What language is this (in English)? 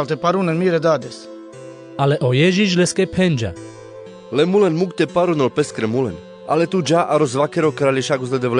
Carpathian Romani